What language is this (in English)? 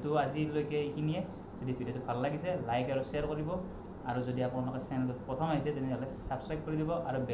Assamese